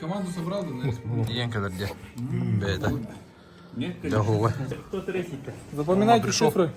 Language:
Yakut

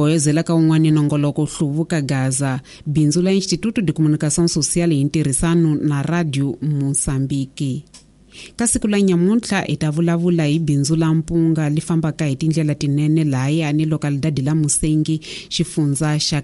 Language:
Tsonga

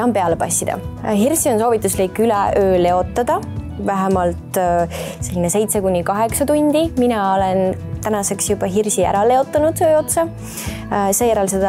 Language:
Estonian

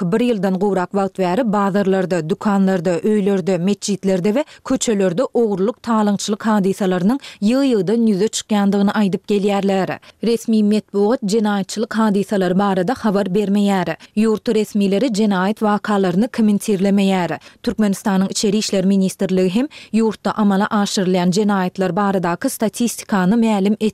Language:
Turkmen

